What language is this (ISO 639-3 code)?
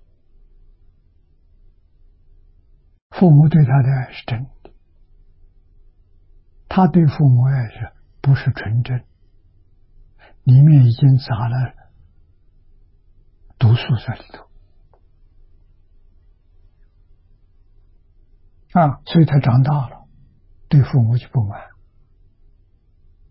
zho